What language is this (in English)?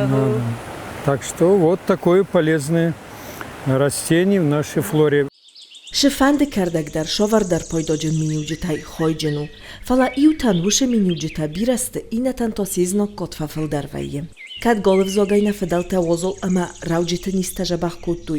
Ossetic